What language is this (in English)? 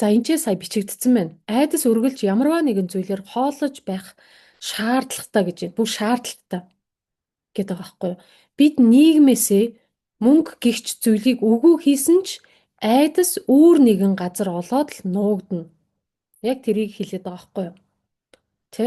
Mongolian